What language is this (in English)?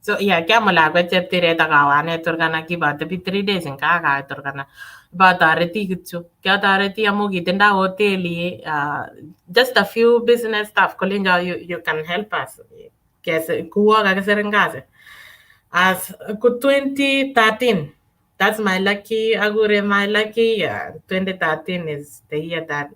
Kalenjin